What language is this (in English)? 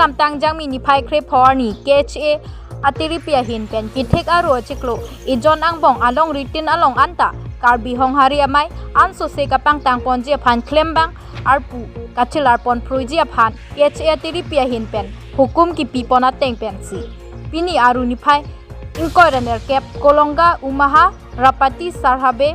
Karbi